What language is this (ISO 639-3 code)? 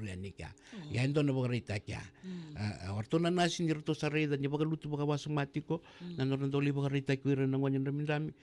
fij